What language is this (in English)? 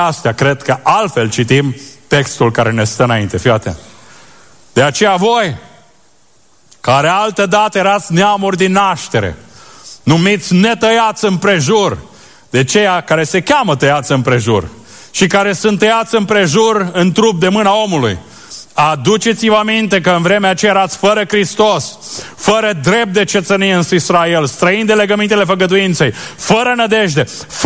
Romanian